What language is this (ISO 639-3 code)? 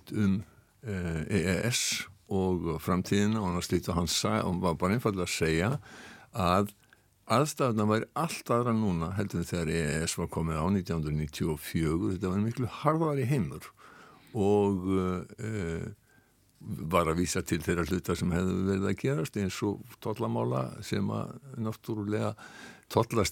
isl